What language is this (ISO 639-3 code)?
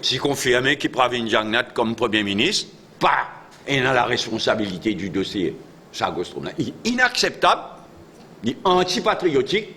mfe